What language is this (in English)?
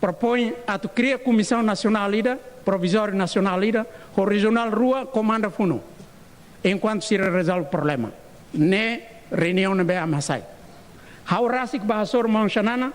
Tetum